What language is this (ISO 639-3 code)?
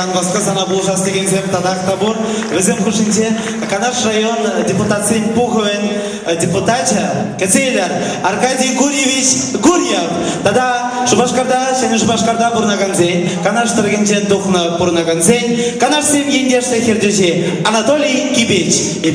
chv